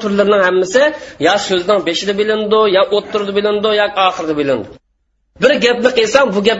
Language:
Uyghur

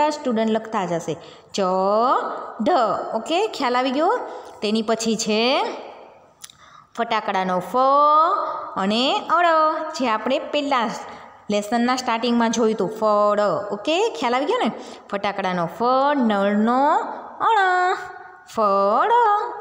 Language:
Gujarati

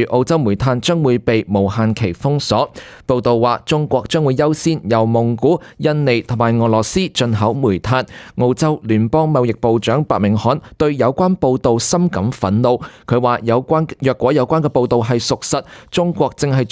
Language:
Cantonese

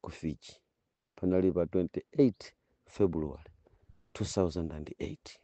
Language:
Nyanja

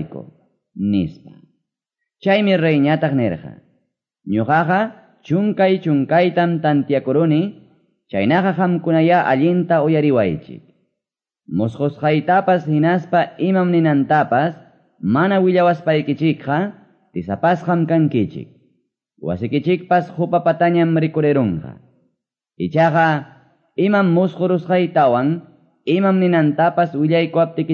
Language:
Quechua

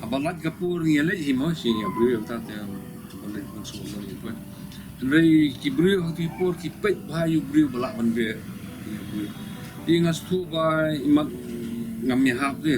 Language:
Khasi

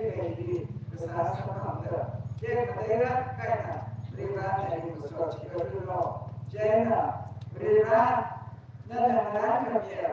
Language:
Tangkhul Naga (India)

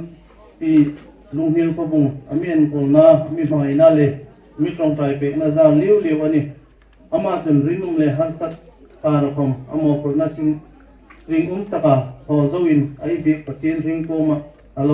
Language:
Hmar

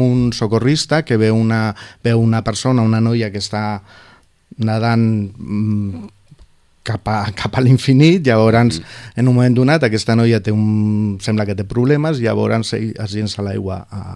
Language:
Catalan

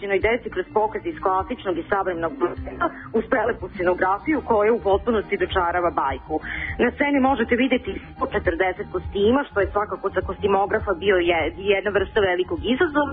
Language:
Serbian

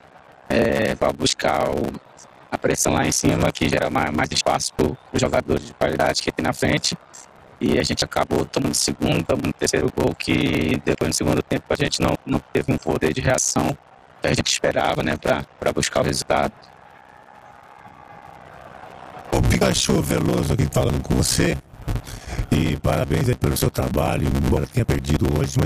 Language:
Portuguese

